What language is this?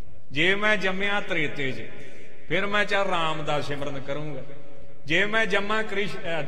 Punjabi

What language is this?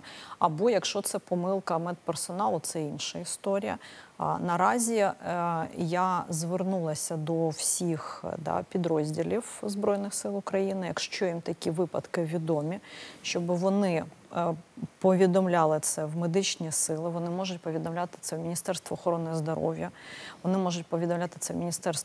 Ukrainian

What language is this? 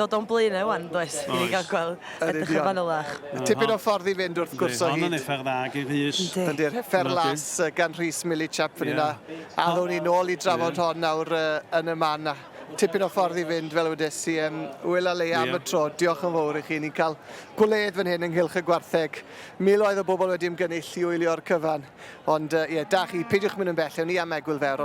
Welsh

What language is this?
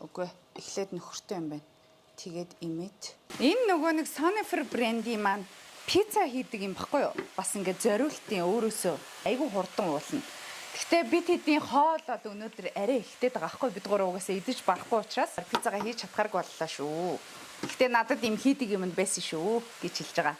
Mongolian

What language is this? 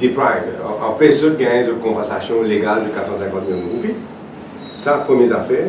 Morisyen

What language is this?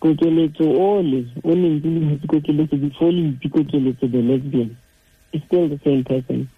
Tswana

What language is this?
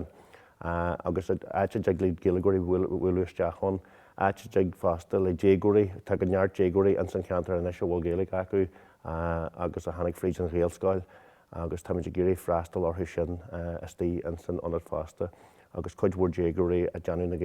Irish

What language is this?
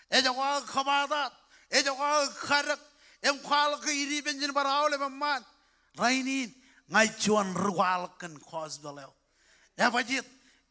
Marshallese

